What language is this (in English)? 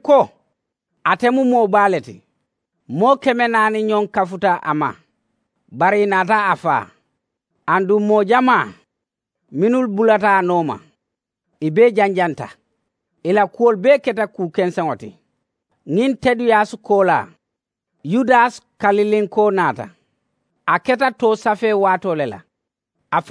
Mandingo